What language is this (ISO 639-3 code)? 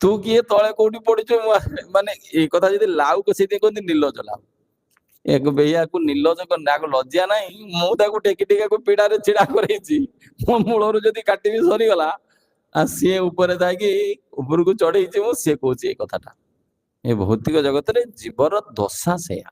ori